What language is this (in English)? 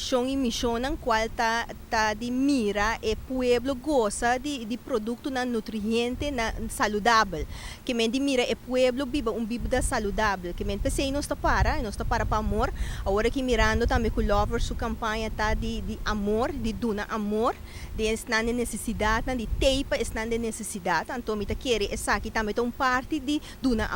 Papiamento